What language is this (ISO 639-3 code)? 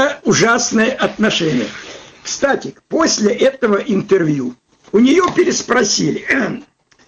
rus